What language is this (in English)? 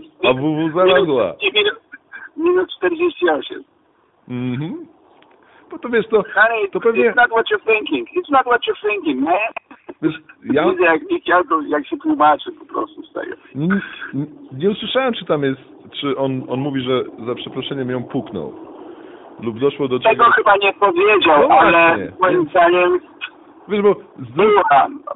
Polish